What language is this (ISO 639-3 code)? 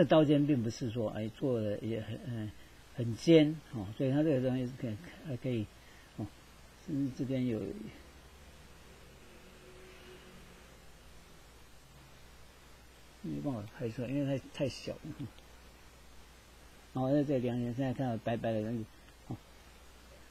zho